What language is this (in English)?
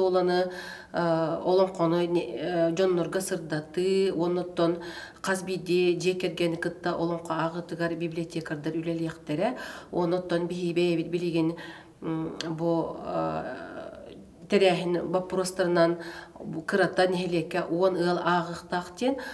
Yakut